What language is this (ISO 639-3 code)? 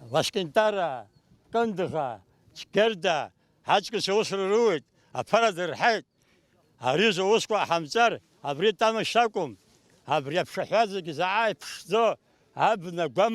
abk